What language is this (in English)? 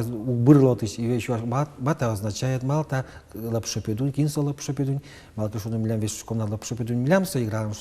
Udmurt